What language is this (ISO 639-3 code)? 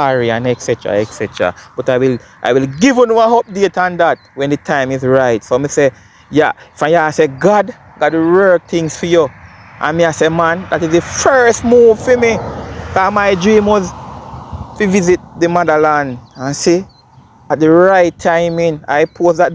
jam